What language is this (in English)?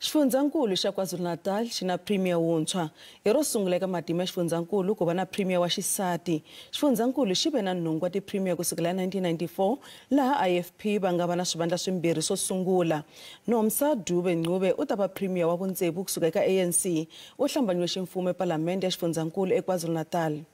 Tsonga